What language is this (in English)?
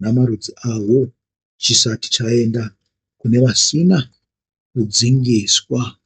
Shona